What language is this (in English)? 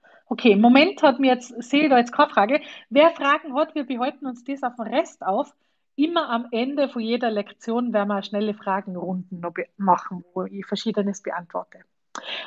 German